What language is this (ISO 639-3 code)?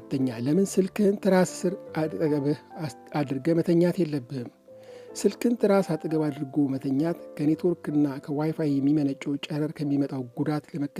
amh